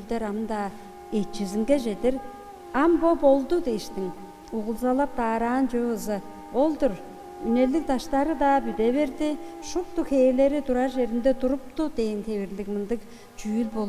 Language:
Tuvinian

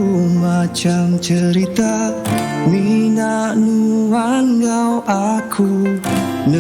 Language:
Iban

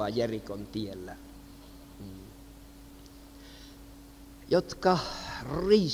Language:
Finnish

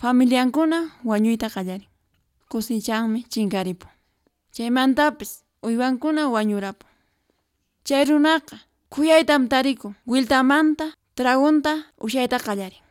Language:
Quechua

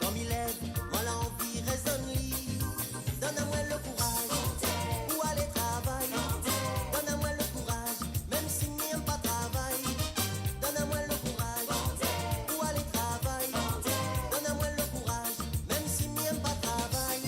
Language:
Morisyen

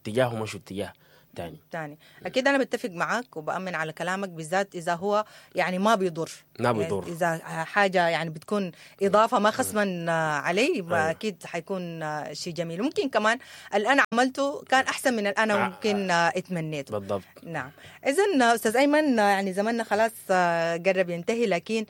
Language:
Sudanese Arabic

